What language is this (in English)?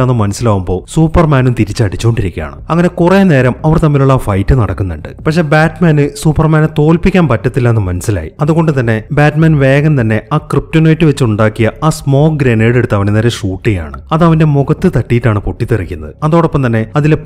Malayalam